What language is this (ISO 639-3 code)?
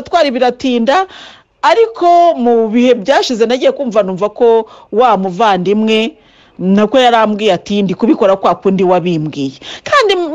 kin